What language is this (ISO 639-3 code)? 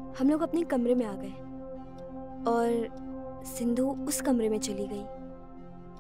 hin